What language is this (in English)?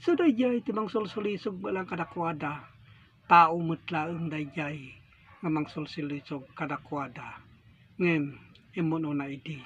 Iloko